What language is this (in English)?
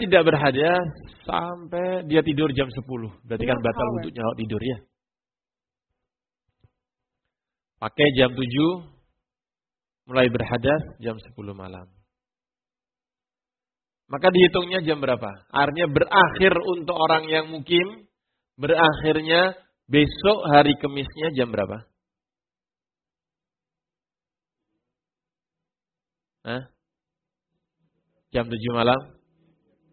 Indonesian